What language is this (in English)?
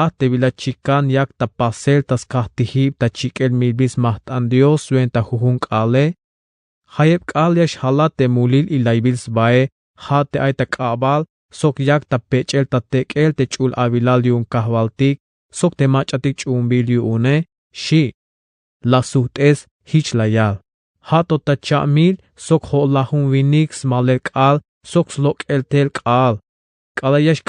Tzeltal